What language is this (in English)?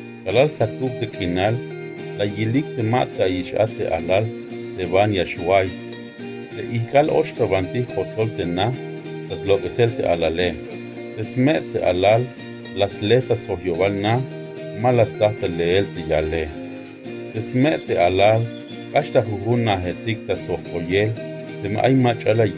Tzeltal